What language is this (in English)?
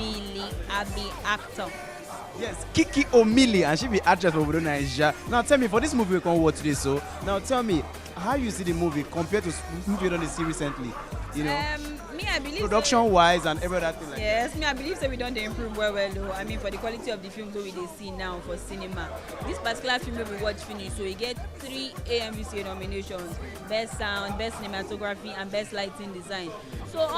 Nigerian Pidgin